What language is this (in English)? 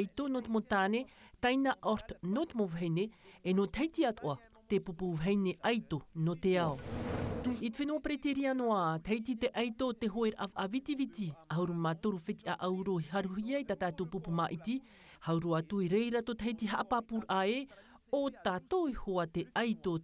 Tahitian